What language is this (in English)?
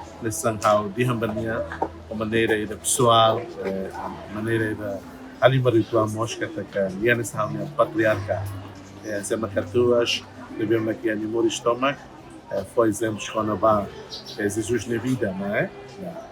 Tetum